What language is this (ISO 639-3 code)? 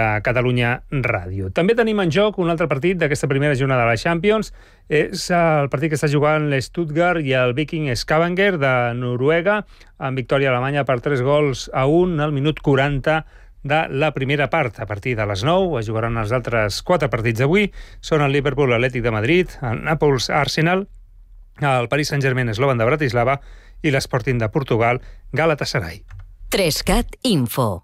cat